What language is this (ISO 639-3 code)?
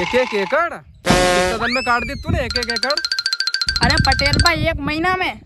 raj